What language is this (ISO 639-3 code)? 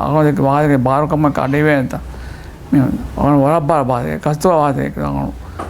div